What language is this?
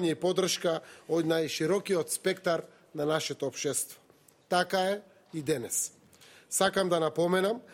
Macedonian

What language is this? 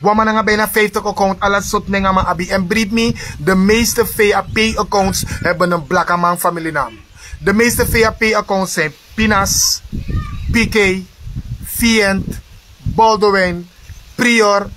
Sranan Tongo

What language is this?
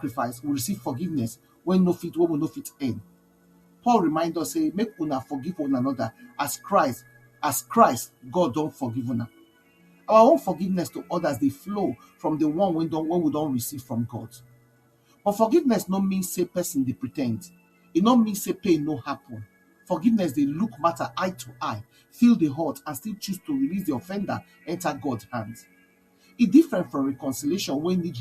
Nigerian Pidgin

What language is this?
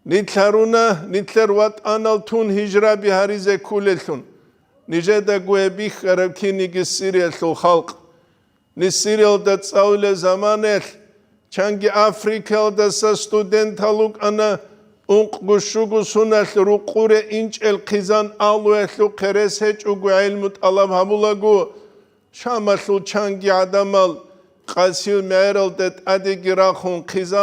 Avaric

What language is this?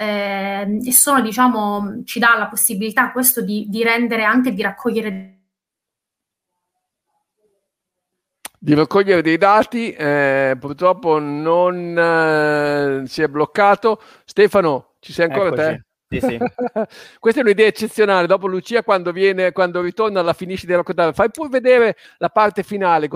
Italian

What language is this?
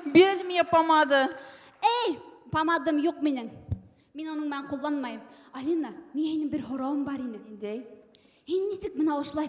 Bashkir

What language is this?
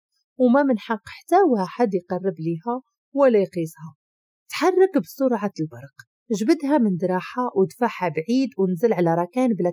Moroccan Arabic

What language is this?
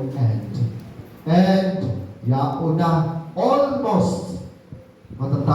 Bikol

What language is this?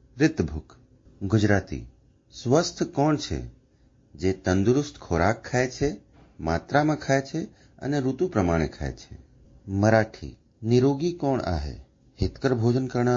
Sanskrit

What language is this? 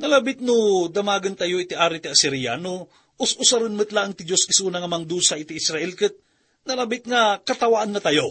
Iloko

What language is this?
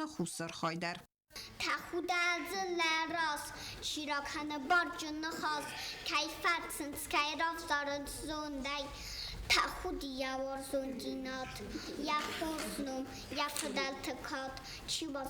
Ossetic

